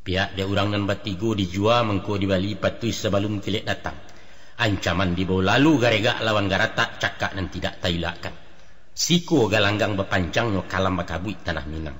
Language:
Minangkabau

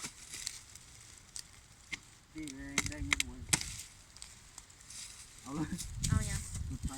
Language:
Lao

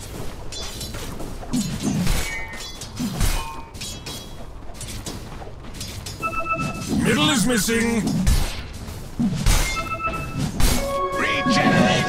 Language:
English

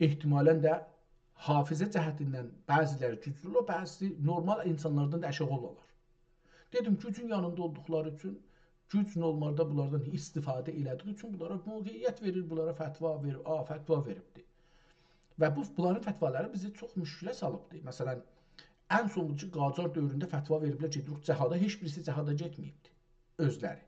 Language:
South Azerbaijani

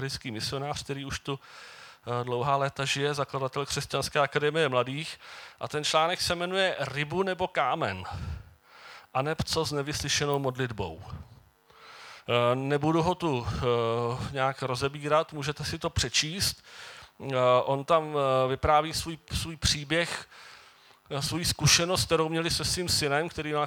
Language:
Czech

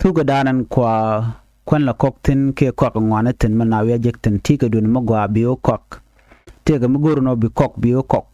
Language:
Nuer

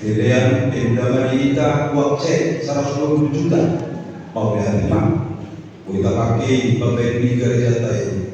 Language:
Batak Toba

